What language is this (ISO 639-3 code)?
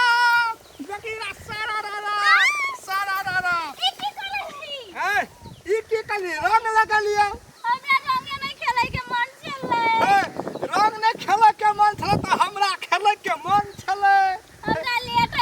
mai